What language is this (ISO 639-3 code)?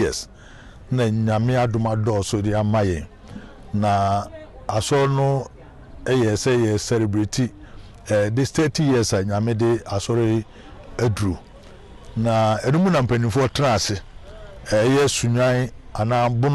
aka